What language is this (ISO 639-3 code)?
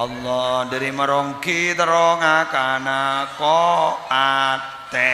mad